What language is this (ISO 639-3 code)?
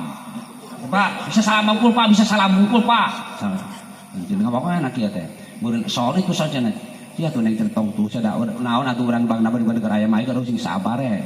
sun